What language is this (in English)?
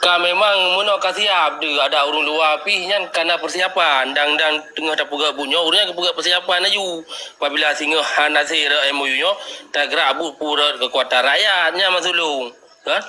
Achinese